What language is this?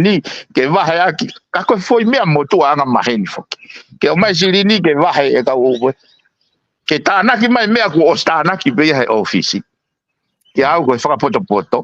Tongan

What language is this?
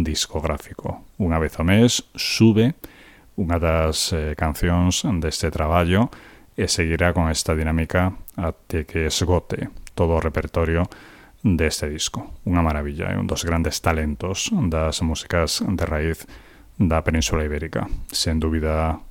Galician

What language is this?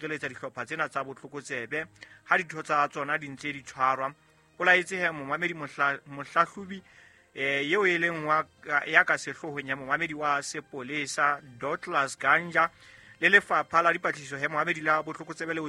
Southern Sotho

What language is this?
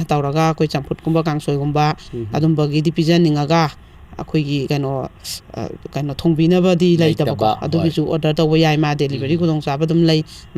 Manipuri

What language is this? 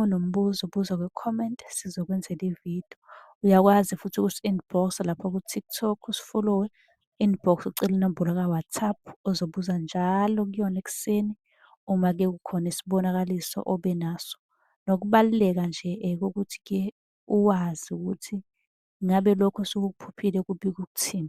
Zulu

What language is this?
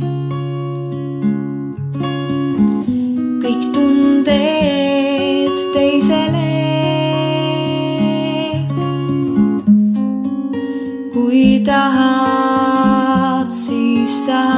Estonian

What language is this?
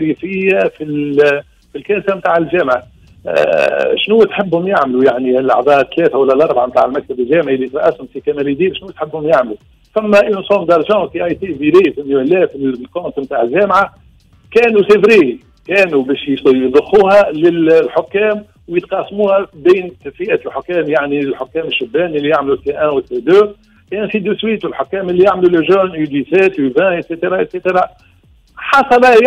Tunisian Arabic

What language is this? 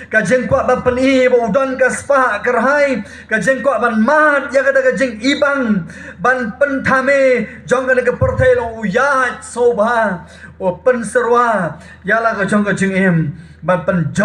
Khasi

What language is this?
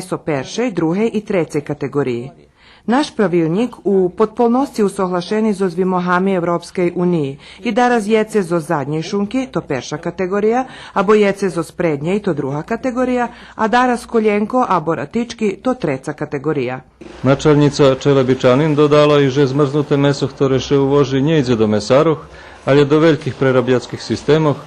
Rusyn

